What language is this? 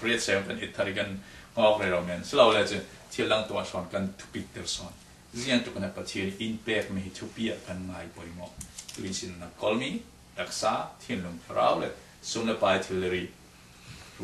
Falam Chin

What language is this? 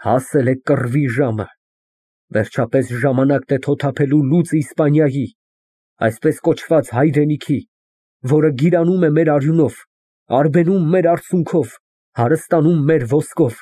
Armenian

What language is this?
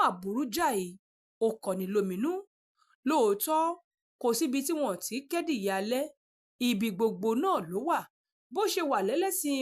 Yoruba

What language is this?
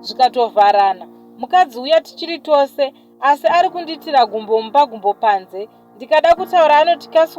Shona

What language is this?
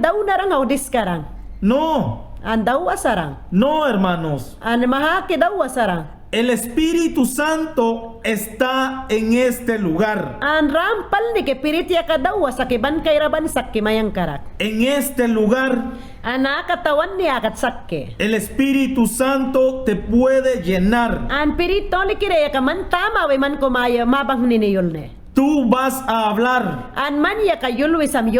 Mayangna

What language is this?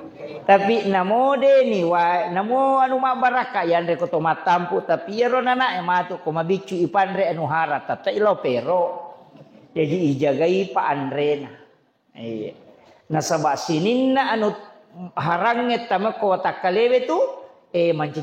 Buginese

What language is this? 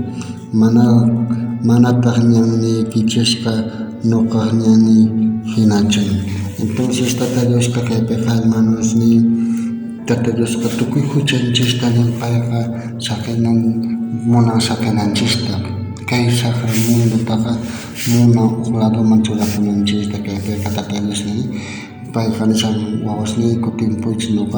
South Bolivian Quechua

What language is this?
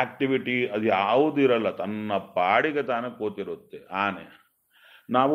Kannada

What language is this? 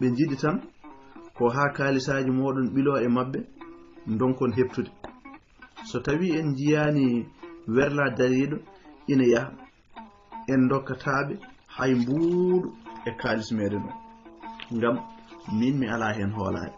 Fula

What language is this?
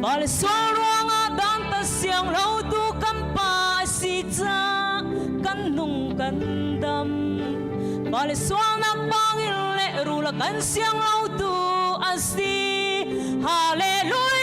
Hakha Chin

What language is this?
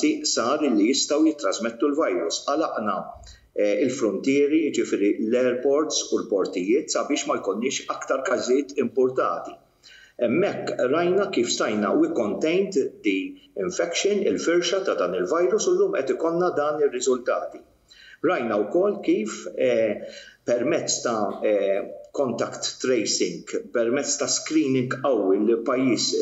Maltese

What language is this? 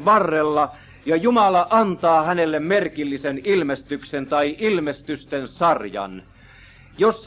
Finnish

